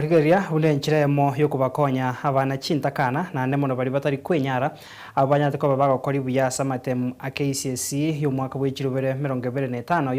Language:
Gusii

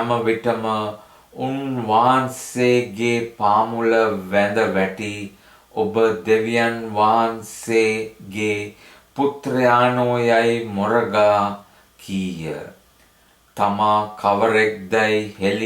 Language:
Sinhala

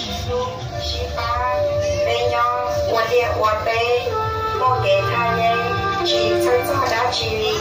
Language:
Hmong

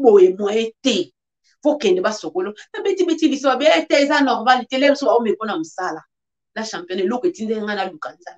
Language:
Lingala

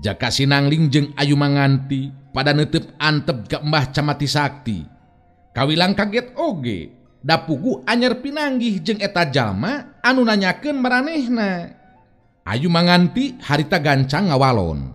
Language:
Sundanese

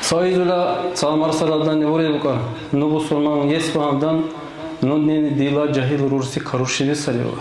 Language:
Dargwa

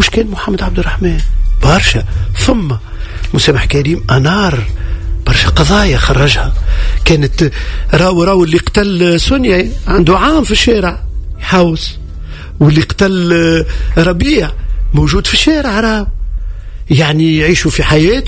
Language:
Tunisian Arabic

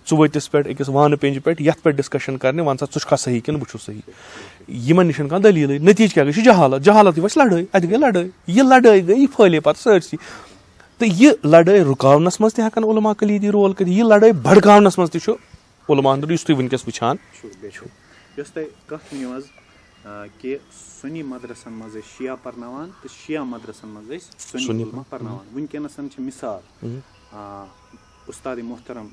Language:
Kashmiri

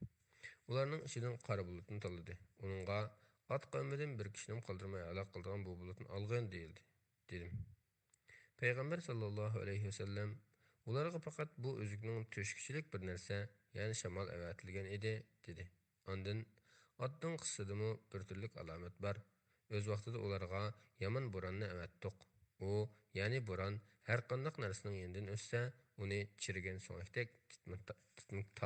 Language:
Uyghur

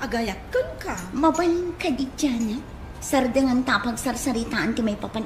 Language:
Iloko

